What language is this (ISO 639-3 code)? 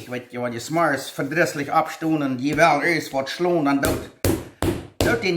pdt